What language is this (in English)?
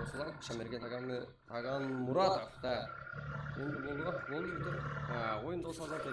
Kara-Kalpak